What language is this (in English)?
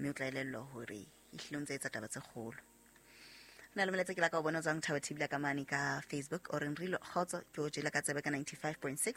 Southern Sotho